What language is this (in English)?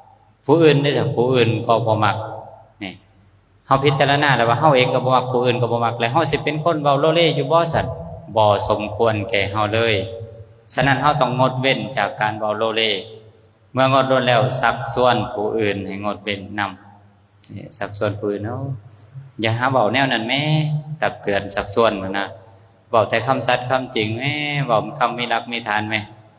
Lao